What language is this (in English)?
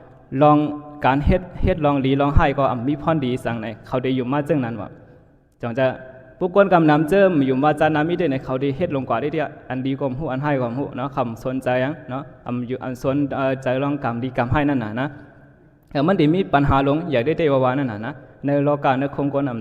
Shan